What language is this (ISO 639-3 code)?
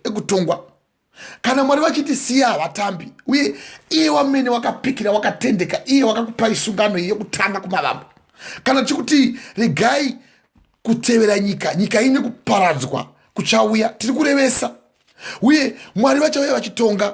sna